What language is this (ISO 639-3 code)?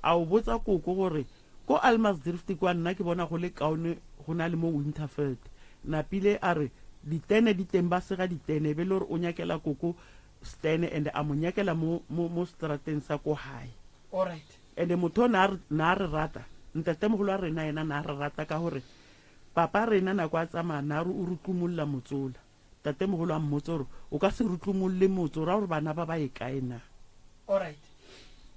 nso